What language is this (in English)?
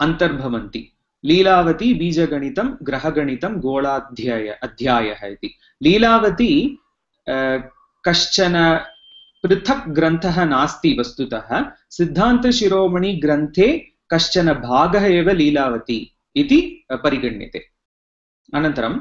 Sanskrit